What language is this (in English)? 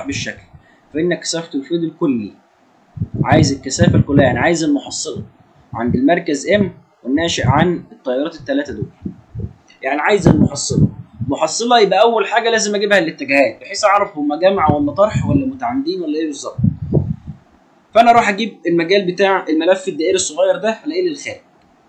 Egyptian Arabic